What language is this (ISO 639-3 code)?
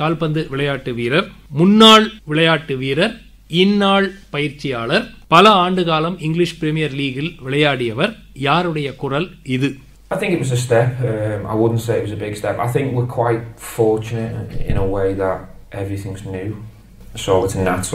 tam